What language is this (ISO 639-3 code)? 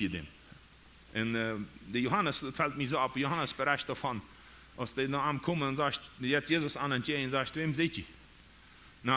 pdt